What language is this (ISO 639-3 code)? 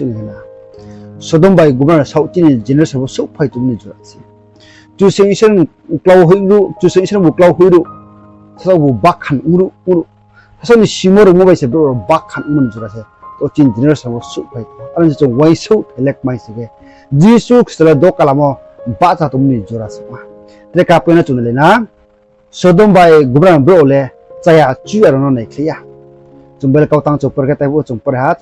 ria